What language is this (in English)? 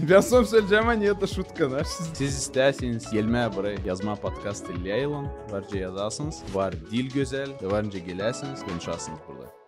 Gagauz